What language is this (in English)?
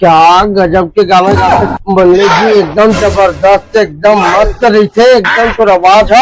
Chhattisgarhi